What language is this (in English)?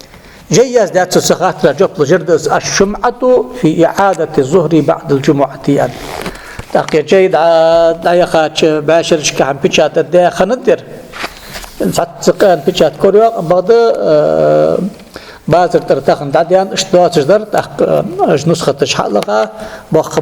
Ingush